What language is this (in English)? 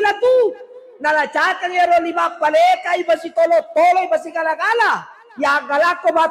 Buginese